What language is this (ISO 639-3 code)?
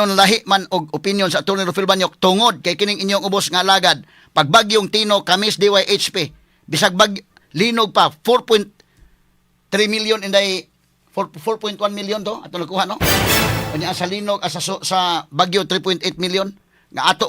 ceb